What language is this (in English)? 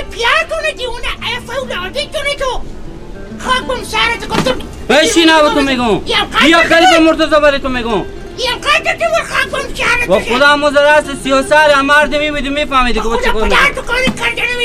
Persian